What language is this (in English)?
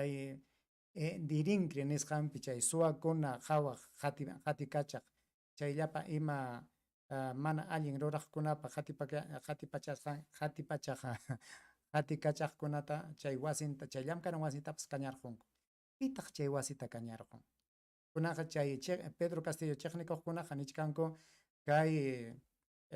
Ayacucho Quechua